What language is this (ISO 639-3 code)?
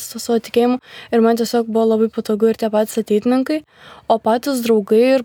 lit